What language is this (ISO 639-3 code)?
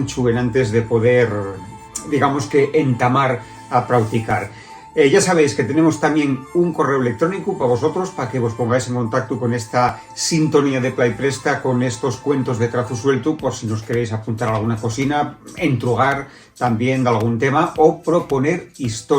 ast